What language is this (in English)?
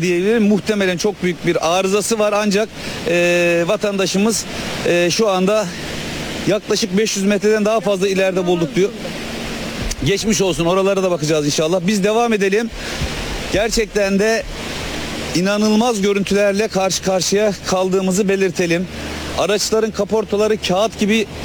Turkish